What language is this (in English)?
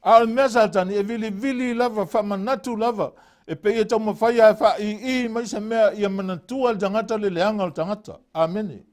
Samoan